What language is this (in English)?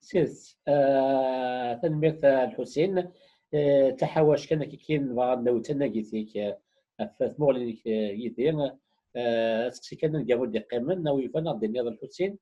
Kabyle